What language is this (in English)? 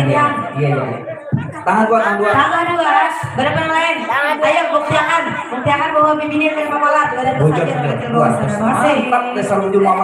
Banjar